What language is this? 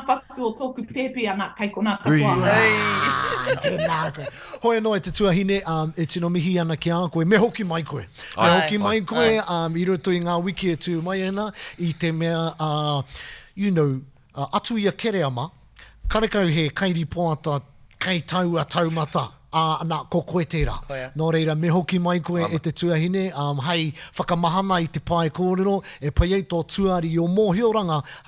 Māori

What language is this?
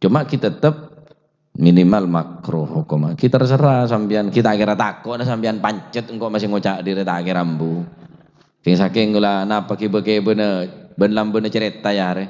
Madurese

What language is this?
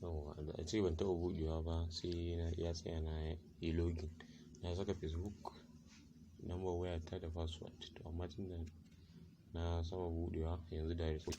Hausa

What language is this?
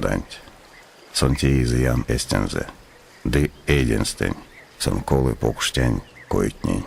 Erzya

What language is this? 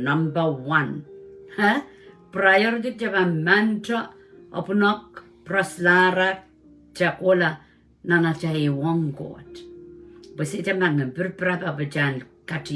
Pohnpeian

